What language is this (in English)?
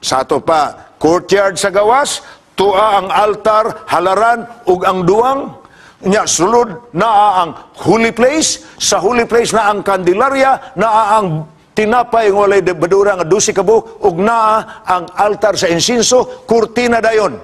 Cebuano